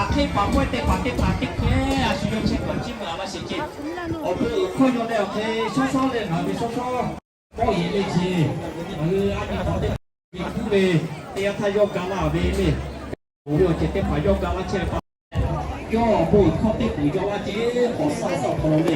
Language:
Lahu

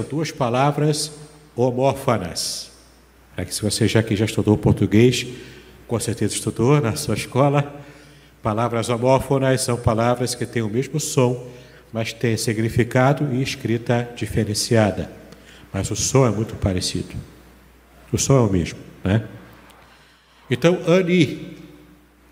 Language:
Portuguese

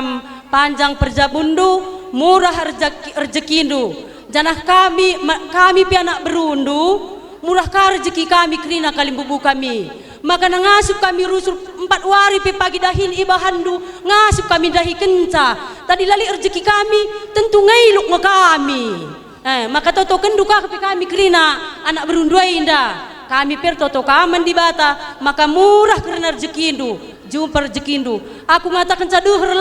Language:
Batak Karo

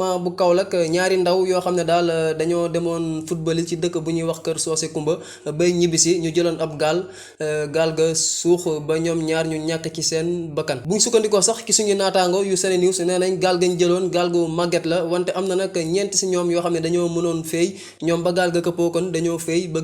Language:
Wolof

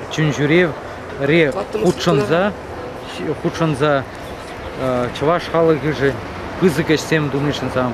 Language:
Chuvash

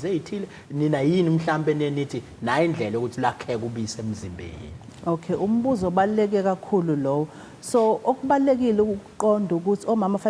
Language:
Zulu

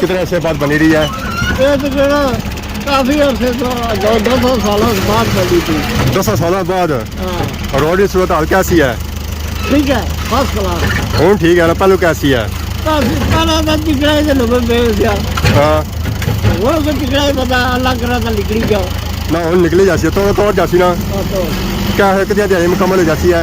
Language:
Pahari-Potwari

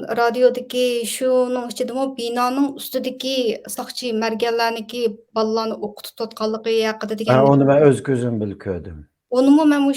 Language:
Uyghur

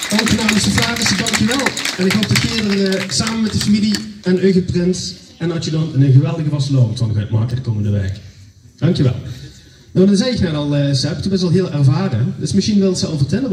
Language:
Limburgish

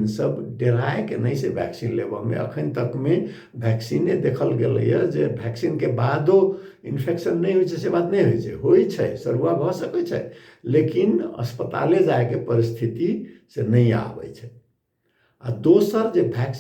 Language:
Maithili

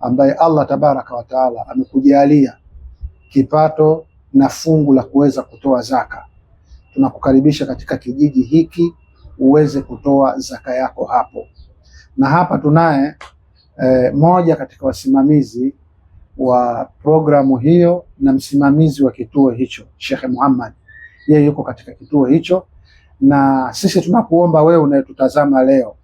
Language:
Swahili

